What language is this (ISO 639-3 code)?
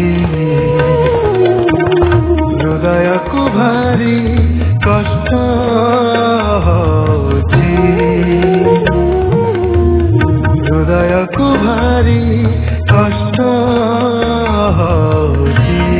ori